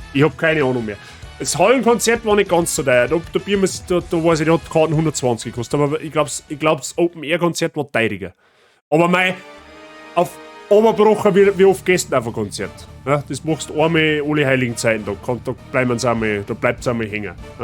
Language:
Bavarian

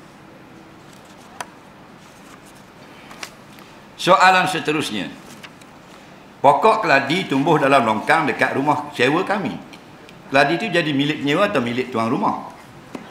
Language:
Malay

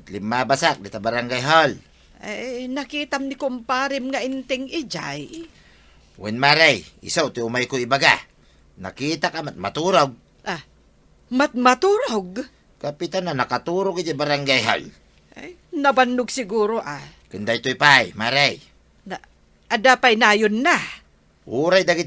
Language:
Iloko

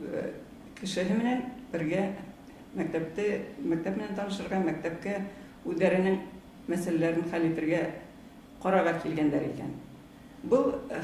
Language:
Bashkir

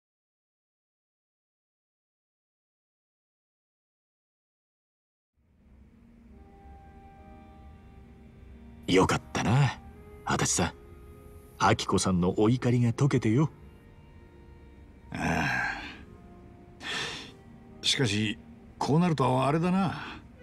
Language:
Japanese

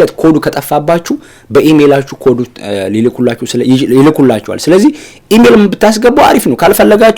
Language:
Amharic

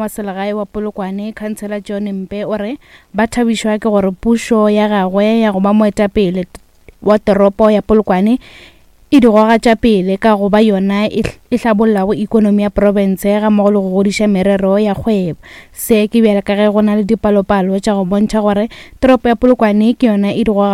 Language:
Northern Sotho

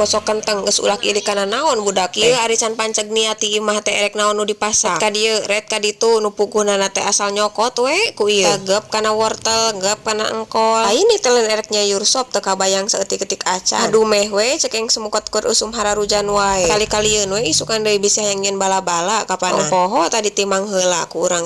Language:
Sundanese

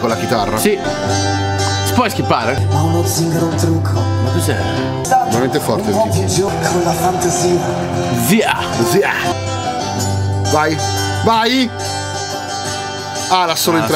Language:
Italian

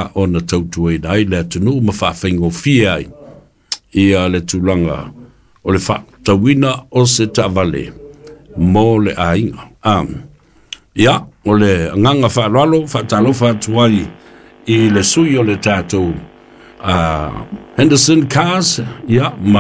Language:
Samoan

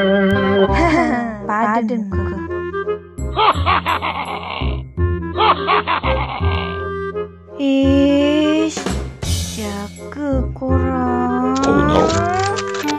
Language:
Malay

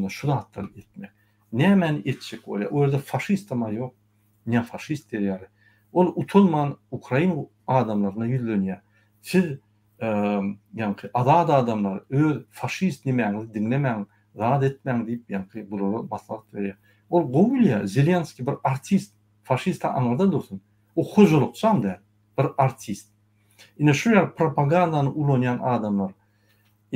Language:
Turkmen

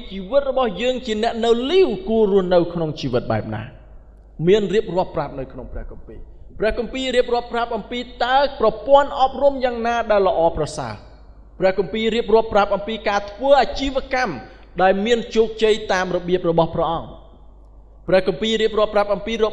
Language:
Khmer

